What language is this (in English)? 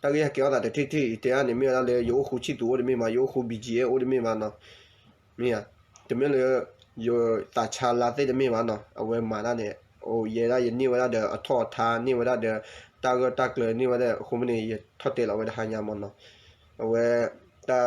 S'gaw Karen